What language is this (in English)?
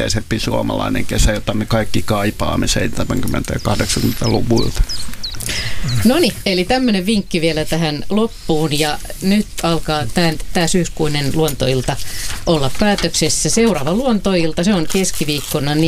Finnish